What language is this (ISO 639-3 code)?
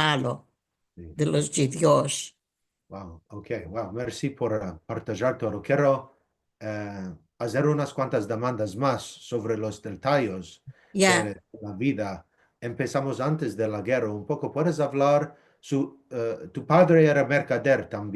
lad